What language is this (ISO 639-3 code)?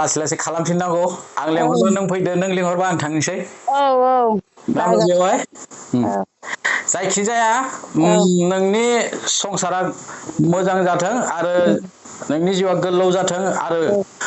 brx